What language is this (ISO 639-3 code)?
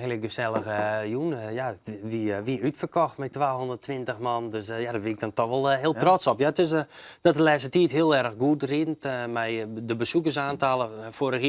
fry